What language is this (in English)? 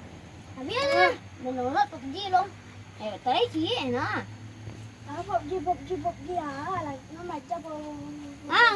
Minangkabau